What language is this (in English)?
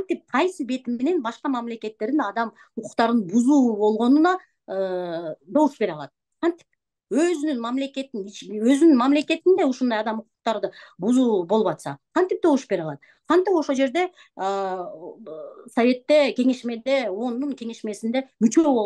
Kyrgyz